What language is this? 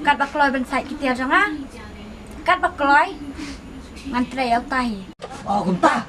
Khasi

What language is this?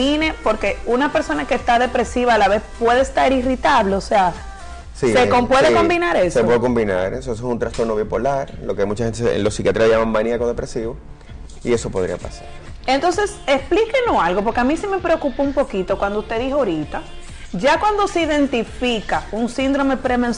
Spanish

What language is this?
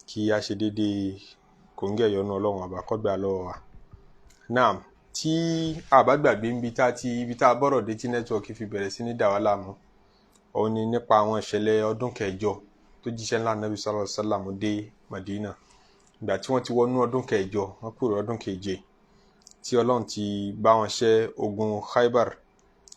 Yoruba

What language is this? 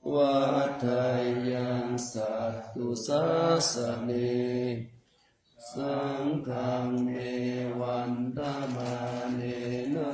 Pali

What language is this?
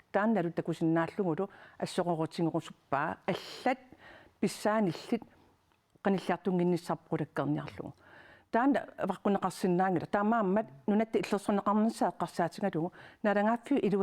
Kalaallisut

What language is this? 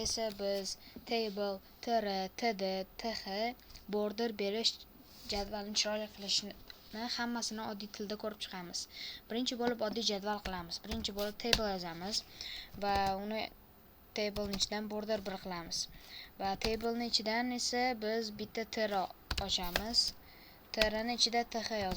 Uzbek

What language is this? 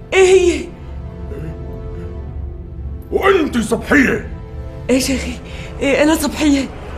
North Levantine Arabic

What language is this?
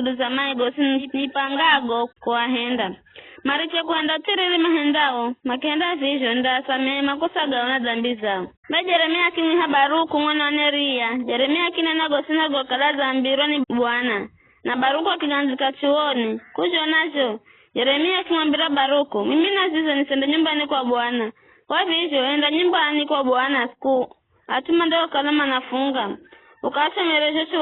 Giryama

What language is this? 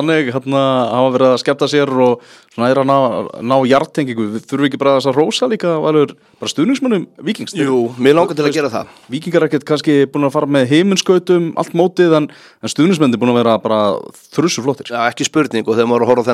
Icelandic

